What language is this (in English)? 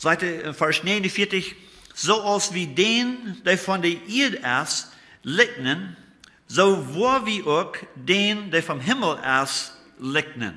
Plautdietsch